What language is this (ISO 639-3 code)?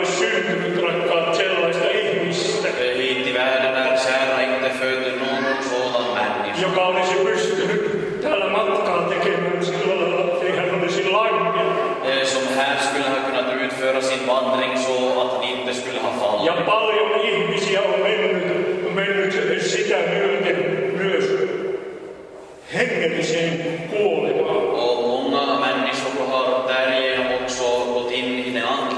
fin